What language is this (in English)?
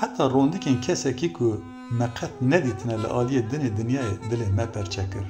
Kurdish